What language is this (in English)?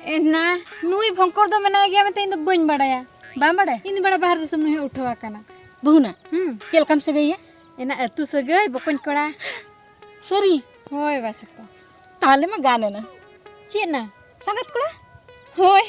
Santali